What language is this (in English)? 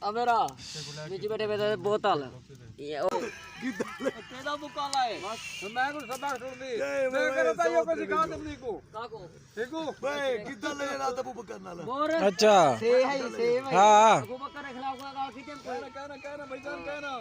Saraiki